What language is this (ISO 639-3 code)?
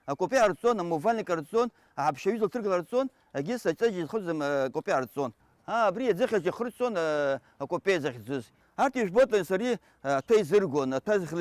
abk